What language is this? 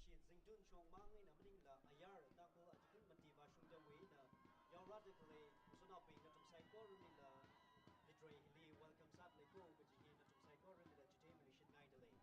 Tangkhul Naga (India)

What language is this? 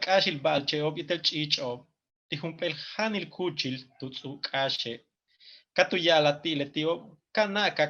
Yucateco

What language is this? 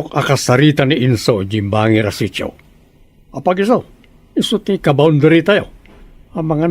Iloko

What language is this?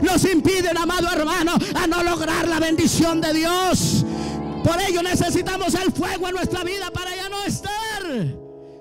Spanish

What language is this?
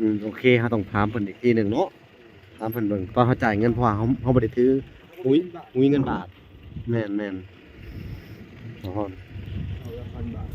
Lao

